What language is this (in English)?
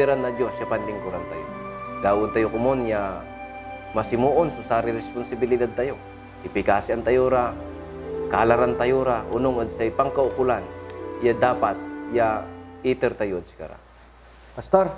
Pangasinan